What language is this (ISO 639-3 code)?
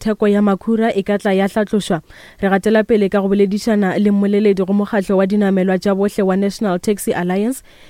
nso